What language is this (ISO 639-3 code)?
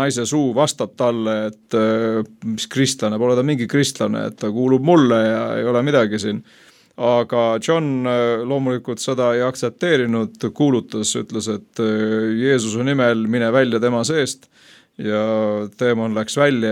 est